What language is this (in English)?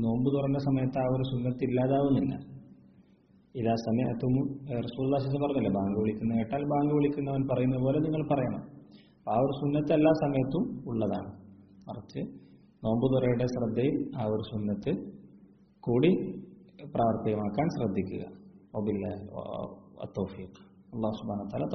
Malayalam